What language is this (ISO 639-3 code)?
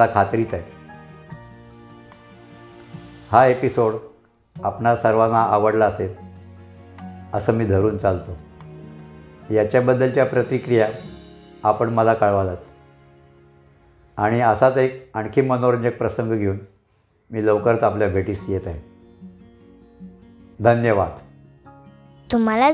mar